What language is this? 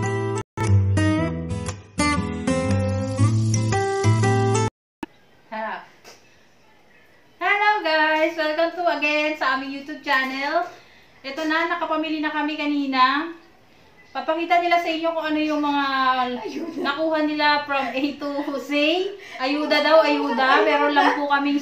Filipino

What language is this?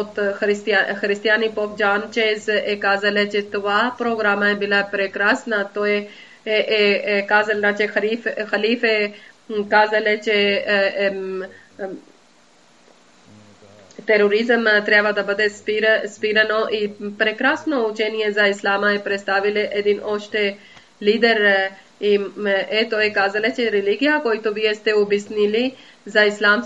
Bulgarian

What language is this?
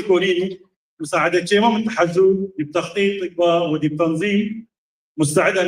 Tigre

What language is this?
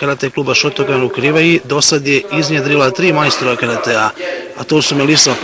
Bosnian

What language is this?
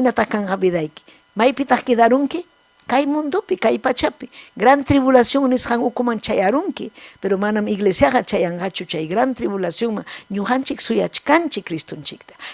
Ayacucho Quechua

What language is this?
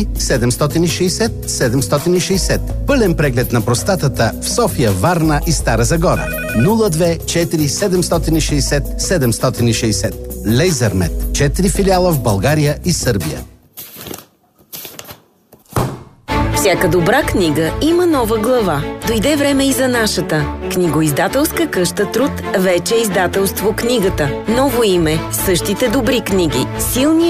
Bulgarian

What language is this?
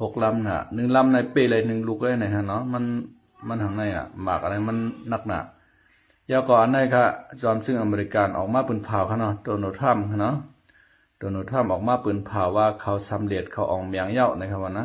Shan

